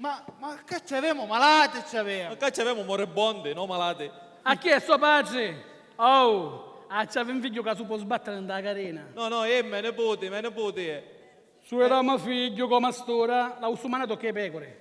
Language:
Sicilian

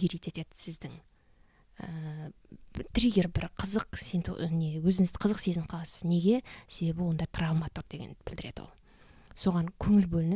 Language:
Kazakh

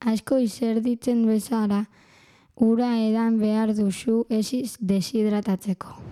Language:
Basque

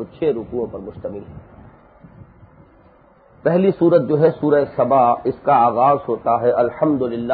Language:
Urdu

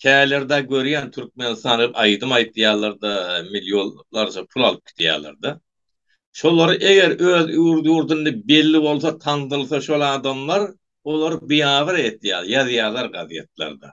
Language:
Turkmen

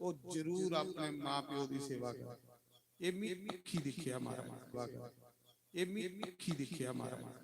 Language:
Dogri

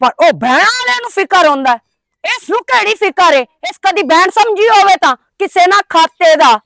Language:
Western Panjabi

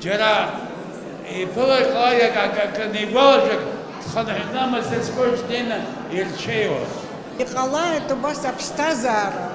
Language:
Abkhazian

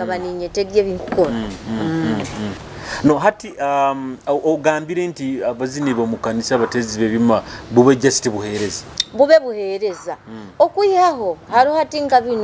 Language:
Nyoro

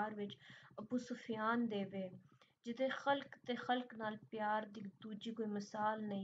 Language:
Punjabi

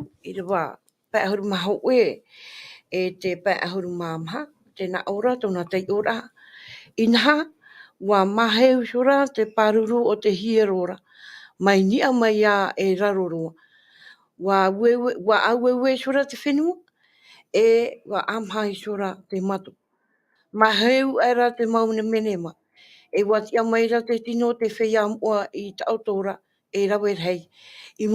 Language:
Tahitian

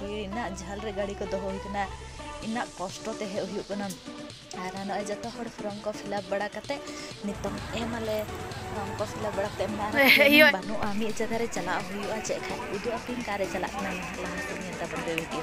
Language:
Santali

